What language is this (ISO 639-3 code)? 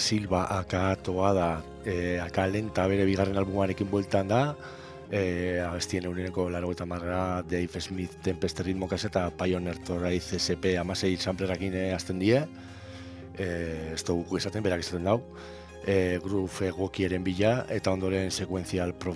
eus